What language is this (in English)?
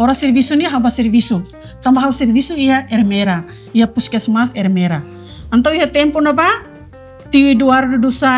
Tetum